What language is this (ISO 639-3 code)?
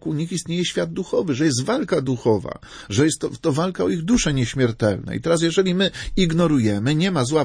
pol